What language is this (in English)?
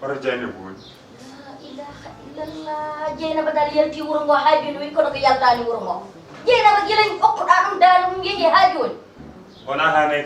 Fula